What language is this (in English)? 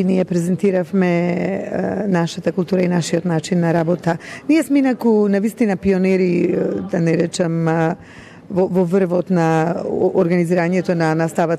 Macedonian